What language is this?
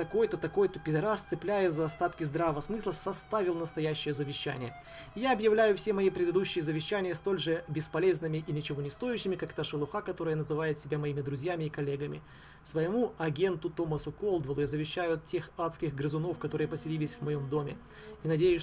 Russian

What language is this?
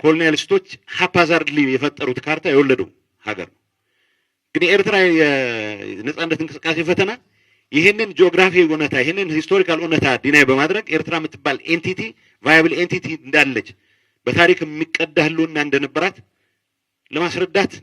Amharic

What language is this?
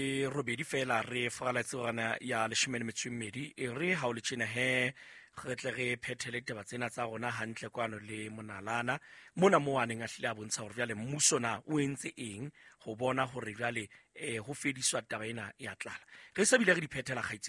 Southern Sotho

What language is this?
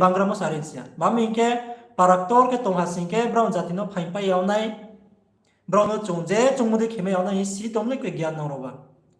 Riang (India)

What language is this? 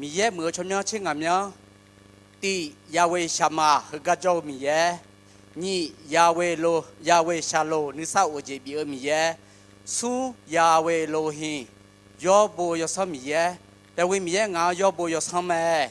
Akha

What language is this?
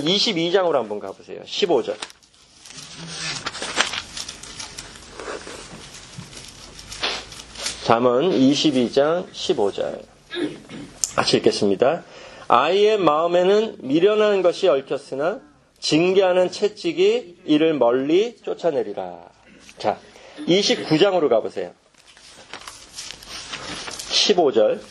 Korean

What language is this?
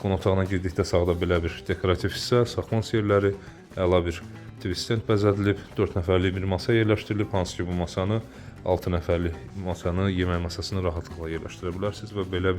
Azerbaijani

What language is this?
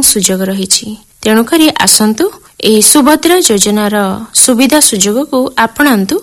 Odia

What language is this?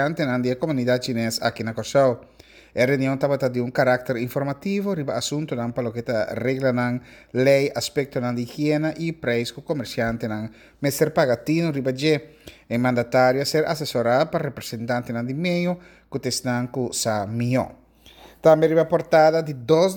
Papiamento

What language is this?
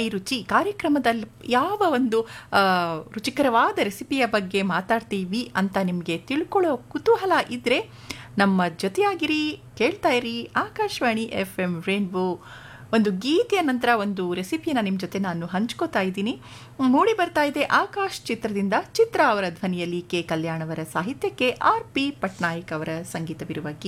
Kannada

